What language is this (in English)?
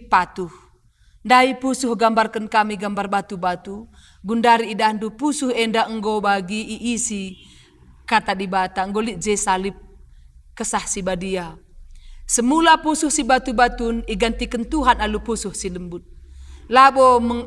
Batak Karo